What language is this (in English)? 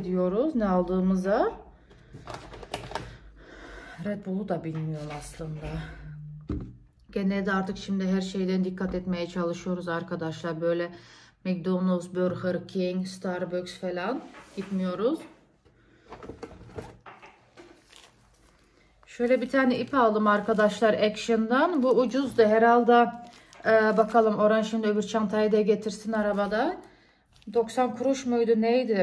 Turkish